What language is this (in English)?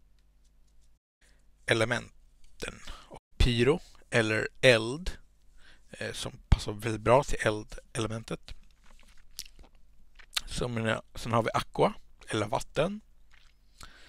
Swedish